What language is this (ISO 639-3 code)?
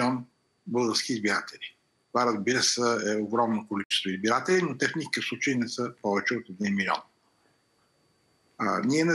bul